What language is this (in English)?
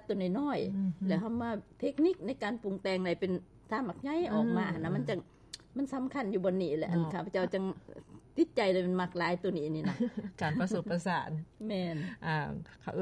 Lao